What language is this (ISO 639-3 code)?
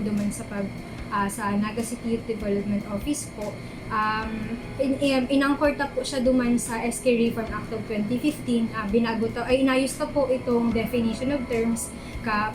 bik